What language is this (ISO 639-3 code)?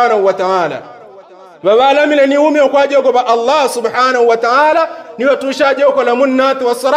yao